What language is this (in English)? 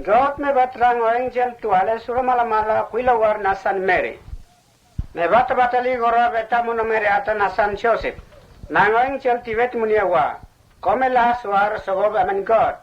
Mota